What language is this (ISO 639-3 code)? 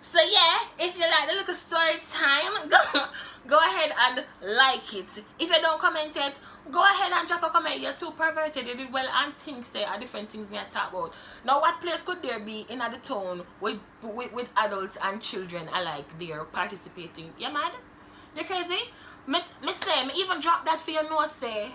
jam